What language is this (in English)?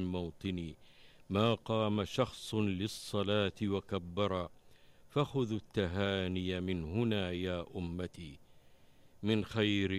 Najdi Arabic